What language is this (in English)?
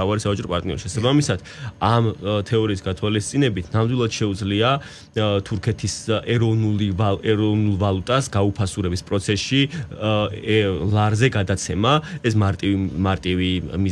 Georgian